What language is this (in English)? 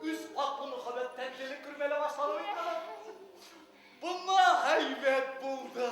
Bashkir